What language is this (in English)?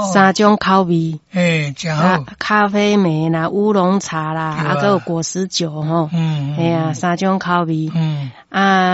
Min Nan Chinese